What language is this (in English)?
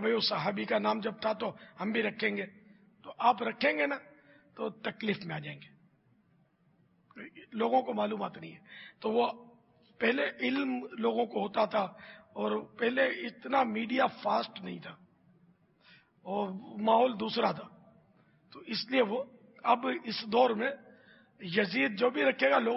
Urdu